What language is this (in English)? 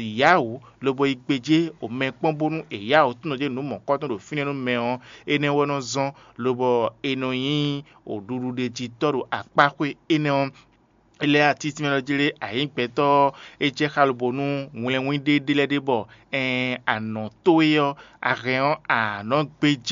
Fon